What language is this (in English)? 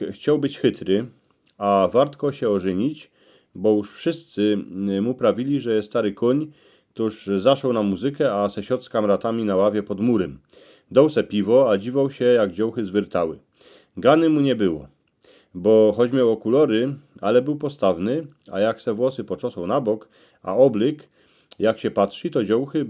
Silesian